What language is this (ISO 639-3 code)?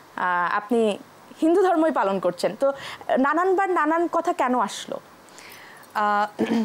ben